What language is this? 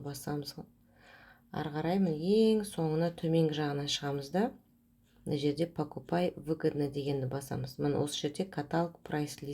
Kazakh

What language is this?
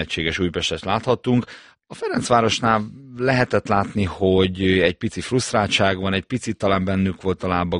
Hungarian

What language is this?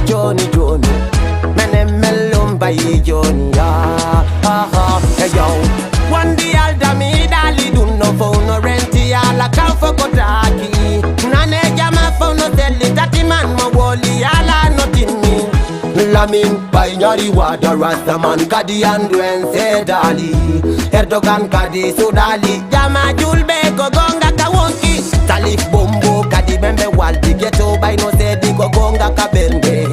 Fula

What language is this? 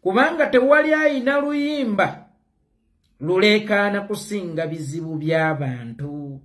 Ganda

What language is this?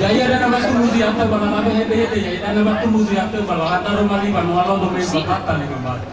Nias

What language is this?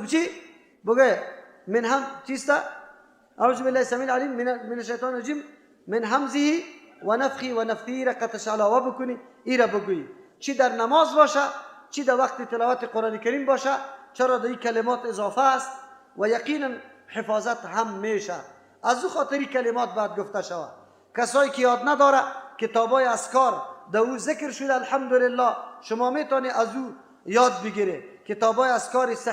Persian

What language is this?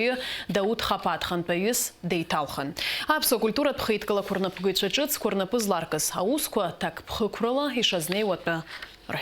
Abkhazian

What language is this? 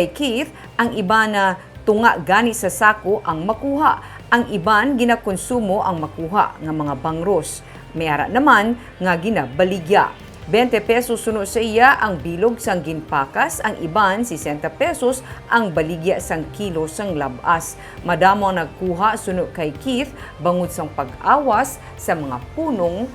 Hiligaynon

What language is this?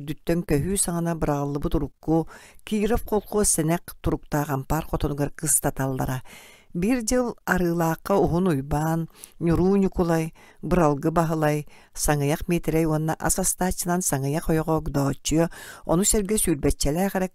Yakut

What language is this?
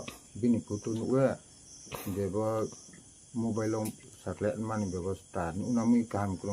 Riang (India)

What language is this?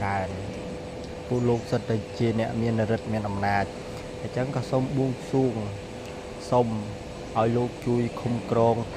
Khmer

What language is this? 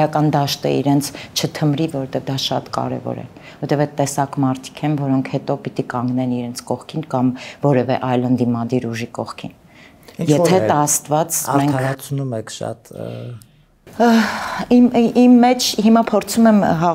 Armenian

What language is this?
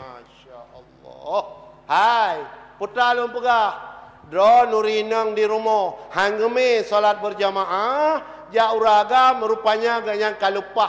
Achinese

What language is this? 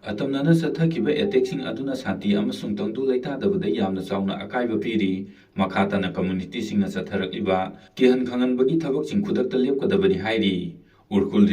Manipuri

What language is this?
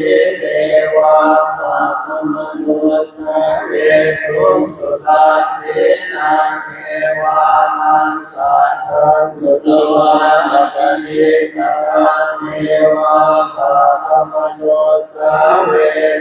Pali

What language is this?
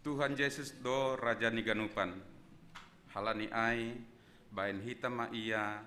Batak Simalungun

